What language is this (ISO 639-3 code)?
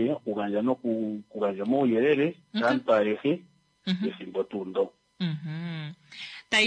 kua